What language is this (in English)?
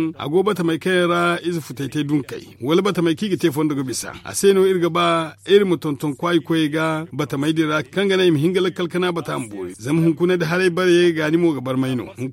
Zarma